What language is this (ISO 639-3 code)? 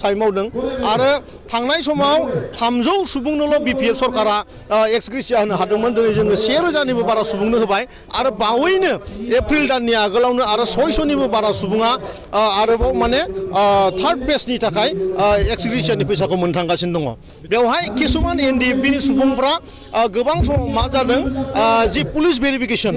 brx